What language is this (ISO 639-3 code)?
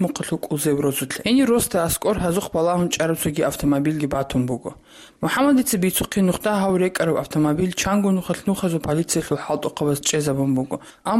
ava